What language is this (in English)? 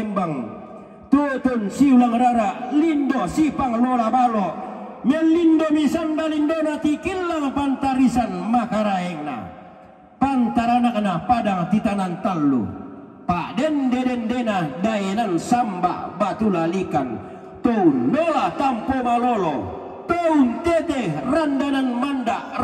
Toraja-Sa'dan